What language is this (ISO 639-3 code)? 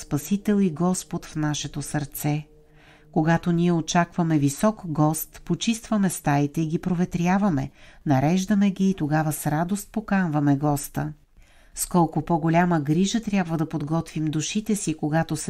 bul